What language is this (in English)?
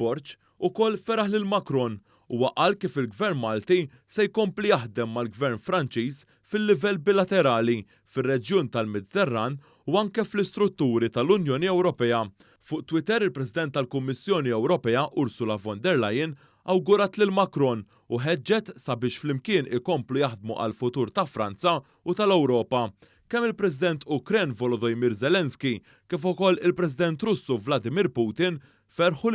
Maltese